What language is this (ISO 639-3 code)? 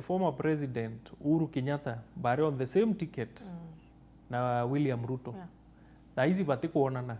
mer